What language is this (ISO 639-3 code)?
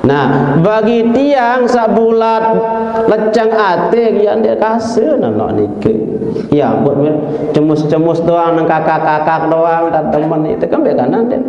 sas